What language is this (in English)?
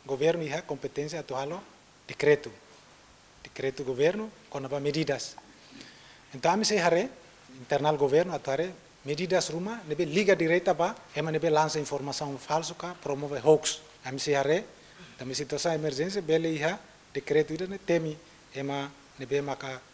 Tetum